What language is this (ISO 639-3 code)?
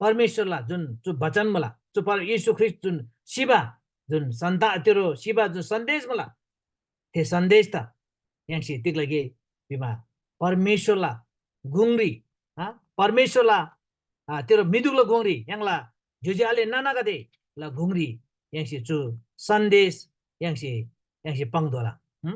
taj